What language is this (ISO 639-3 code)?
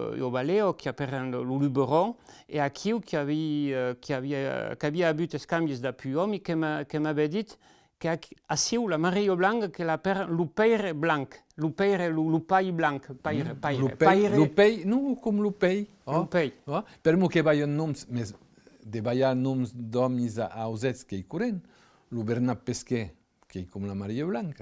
oci